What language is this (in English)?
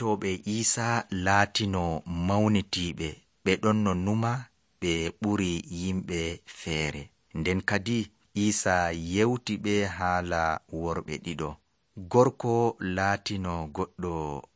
Nigerian Fulfulde